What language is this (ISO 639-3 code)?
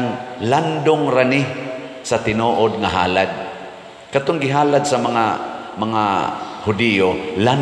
ceb